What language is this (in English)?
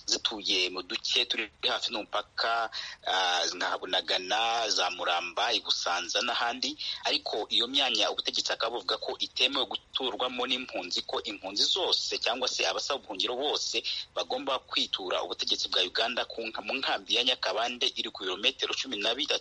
Kinyarwanda